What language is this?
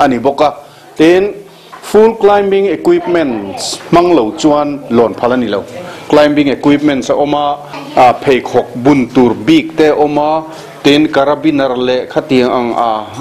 Mizo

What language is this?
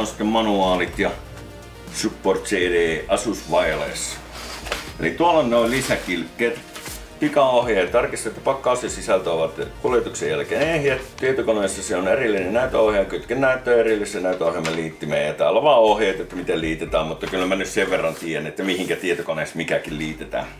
Finnish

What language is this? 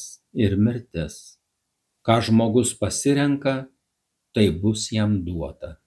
Lithuanian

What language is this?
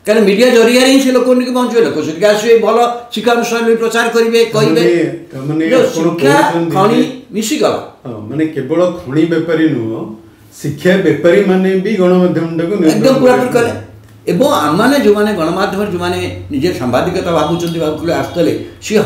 Odia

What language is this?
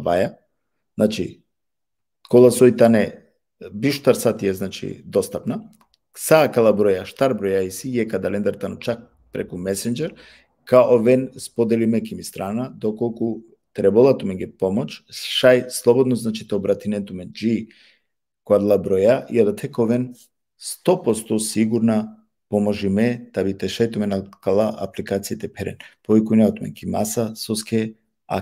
Balkan Romani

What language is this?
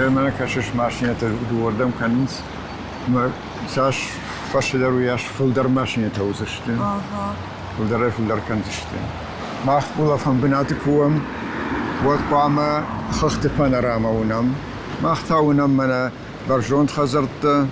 Ossetic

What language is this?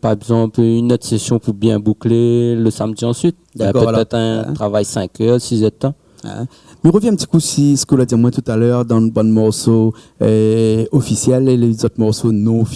Réunion Creole French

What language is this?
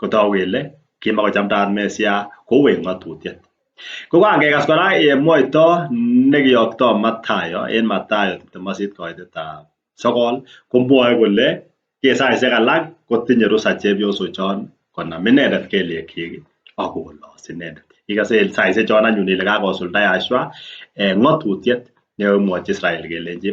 Kalenjin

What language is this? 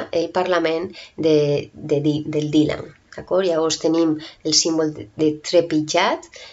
Catalan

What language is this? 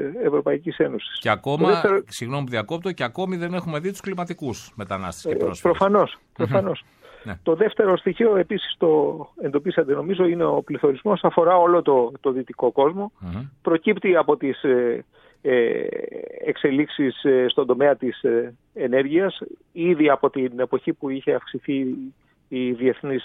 Greek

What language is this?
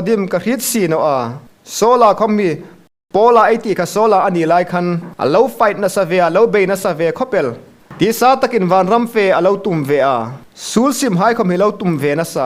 Hmar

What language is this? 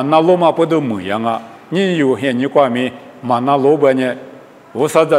Lisu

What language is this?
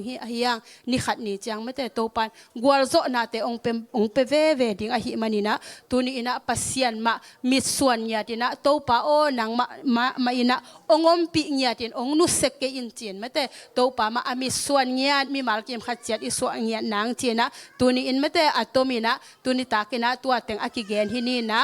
Tedim Chin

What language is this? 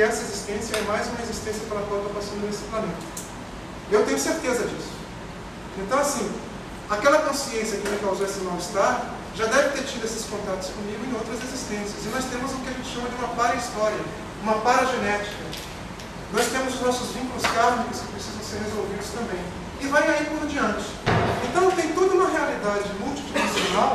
Portuguese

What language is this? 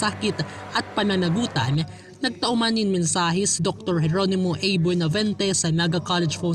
Bikol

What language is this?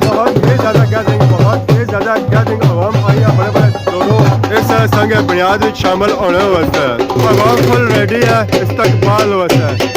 Pahari-Potwari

